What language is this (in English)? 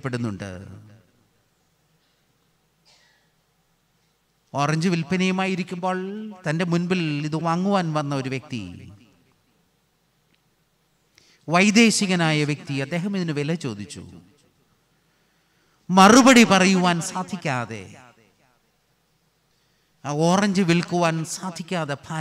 Malayalam